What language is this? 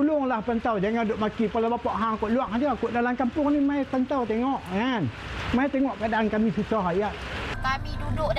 Malay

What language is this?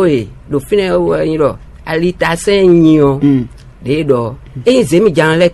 Fon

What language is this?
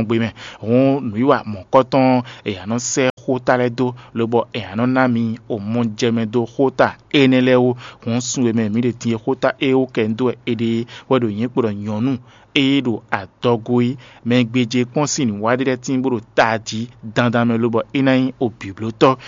Fon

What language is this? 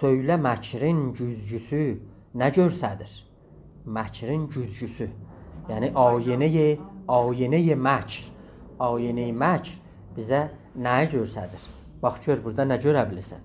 South Azerbaijani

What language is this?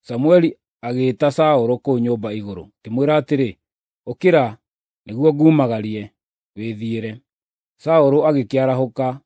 Kikuyu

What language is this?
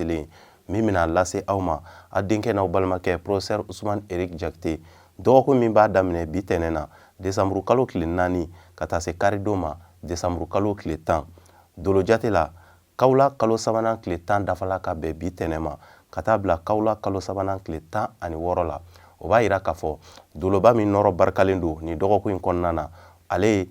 Bambara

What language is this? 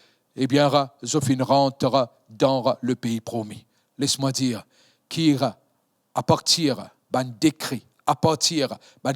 Morisyen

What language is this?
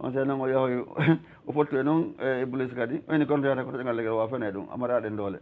Fula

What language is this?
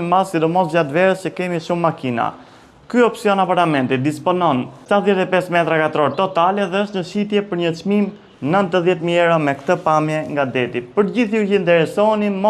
Albanian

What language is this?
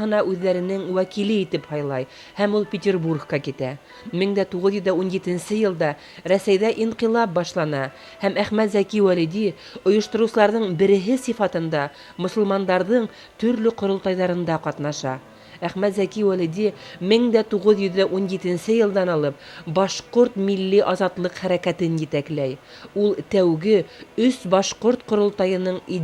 Bashkir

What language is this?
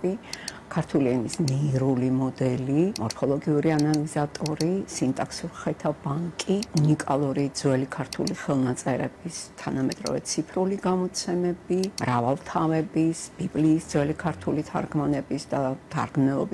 Georgian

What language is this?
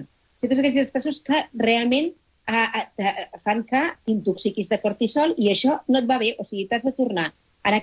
Catalan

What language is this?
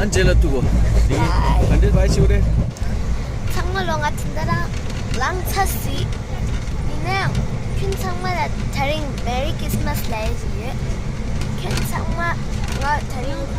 Tibetan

